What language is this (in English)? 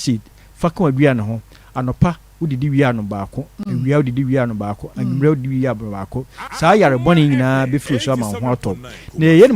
Akan